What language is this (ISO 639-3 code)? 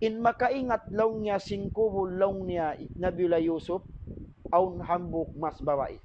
tsg